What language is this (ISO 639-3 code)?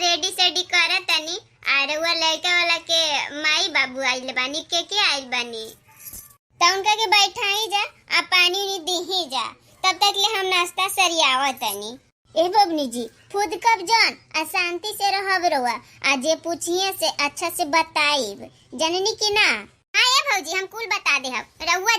bho